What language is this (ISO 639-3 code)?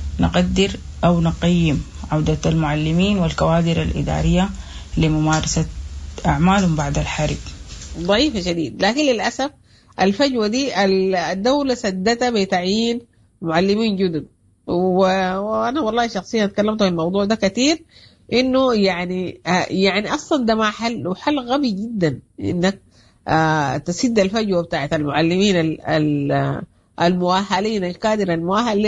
apd